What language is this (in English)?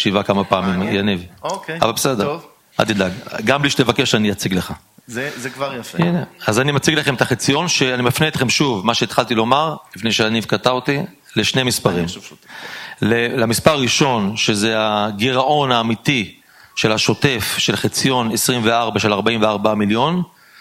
Hebrew